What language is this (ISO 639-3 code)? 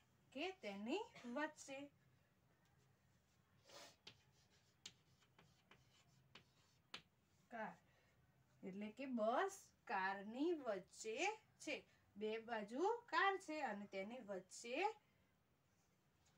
guj